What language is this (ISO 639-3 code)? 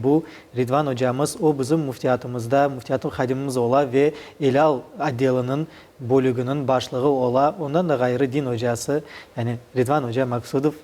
crh